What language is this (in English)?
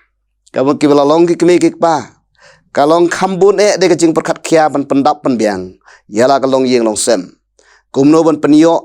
Khasi